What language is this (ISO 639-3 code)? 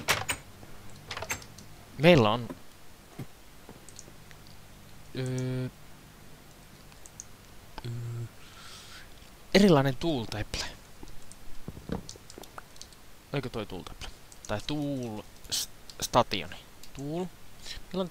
fin